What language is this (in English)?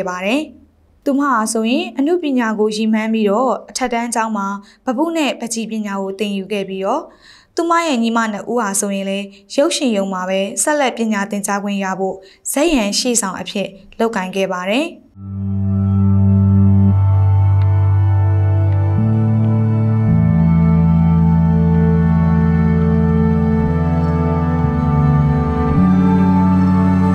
Burmese